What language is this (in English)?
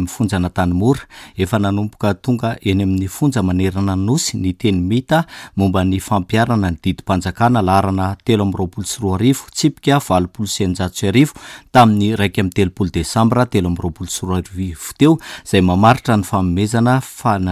Malagasy